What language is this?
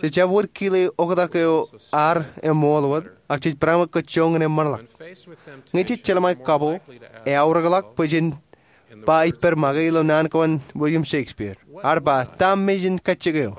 Marshallese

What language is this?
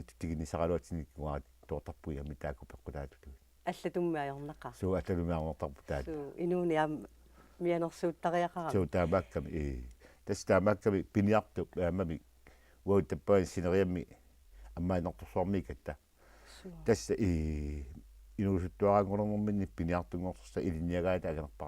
Kalaallisut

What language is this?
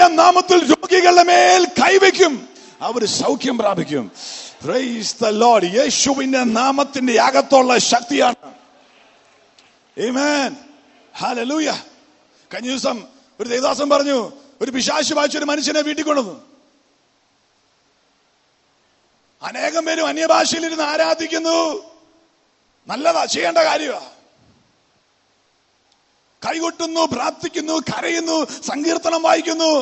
Malayalam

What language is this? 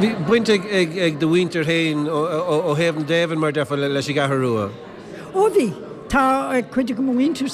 Irish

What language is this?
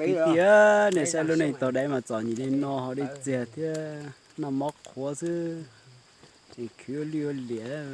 Hmong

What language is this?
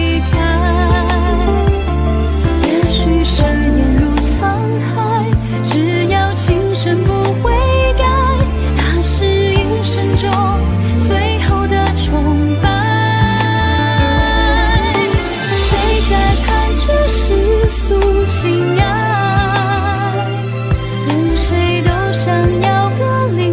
Chinese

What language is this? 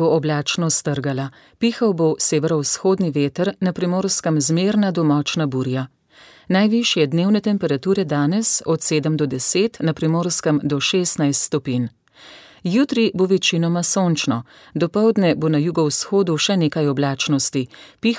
Slovenian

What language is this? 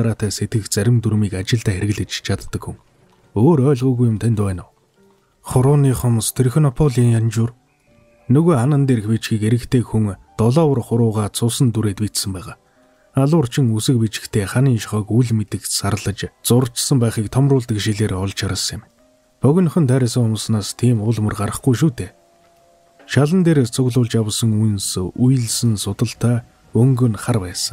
Mongolian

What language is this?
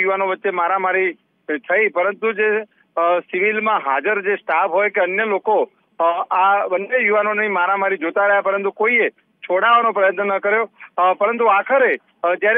Gujarati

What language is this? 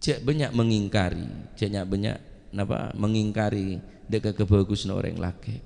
Madurese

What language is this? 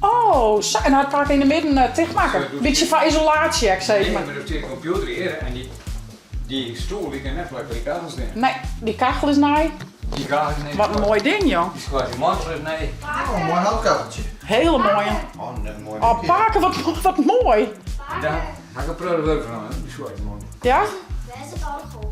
Western Frisian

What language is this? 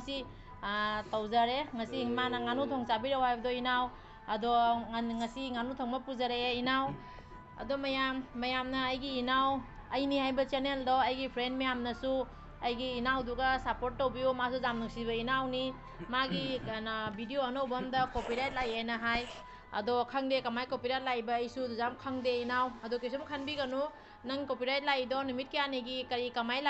Manipuri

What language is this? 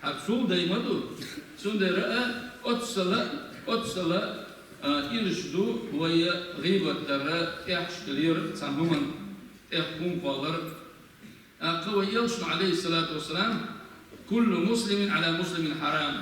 Chechen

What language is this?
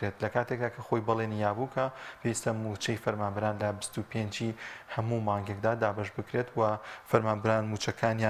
Central Kurdish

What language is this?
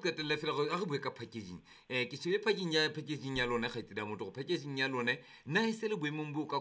Southern Sotho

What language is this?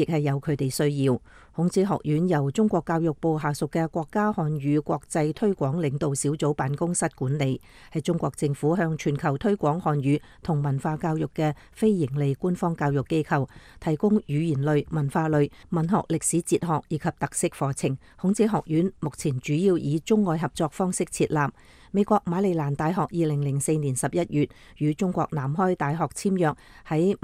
Cantonese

